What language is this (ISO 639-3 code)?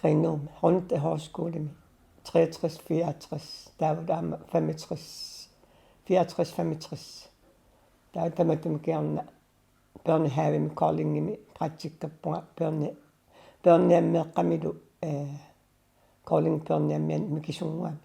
kal